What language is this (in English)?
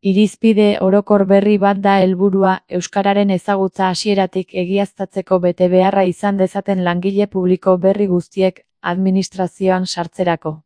Basque